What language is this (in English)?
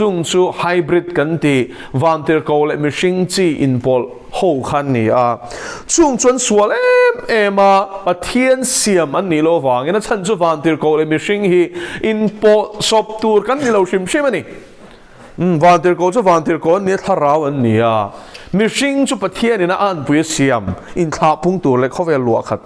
Mizo